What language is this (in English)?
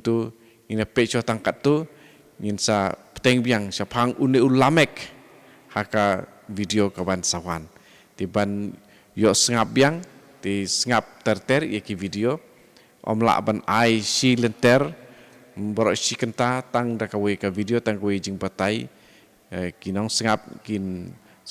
Khasi